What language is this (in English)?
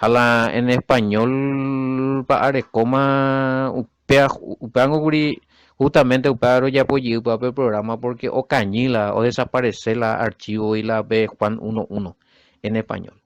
Guarani